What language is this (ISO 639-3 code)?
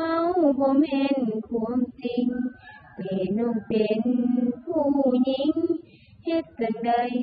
lao